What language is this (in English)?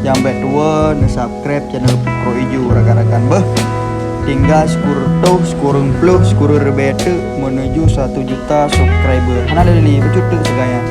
Achinese